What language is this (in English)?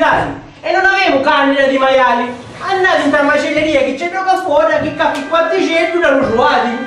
Sicilian